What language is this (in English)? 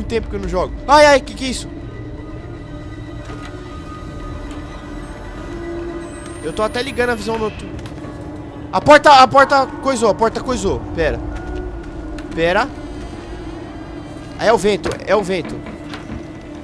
Portuguese